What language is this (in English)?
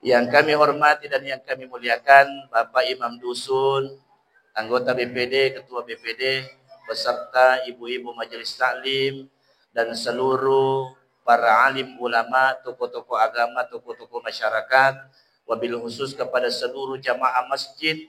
Buginese